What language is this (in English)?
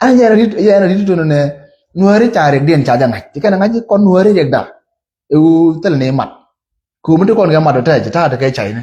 Nuer